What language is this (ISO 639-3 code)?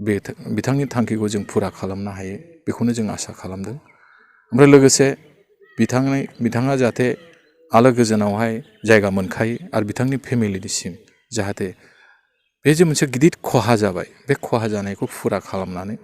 brx